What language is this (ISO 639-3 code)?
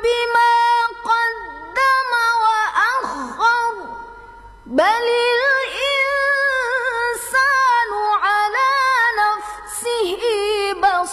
ara